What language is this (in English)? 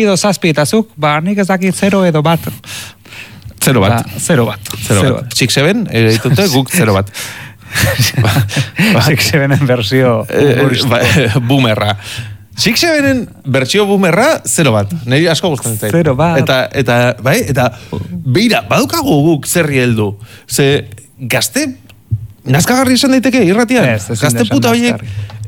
Basque